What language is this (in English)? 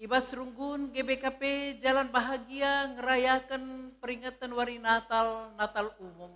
Batak Karo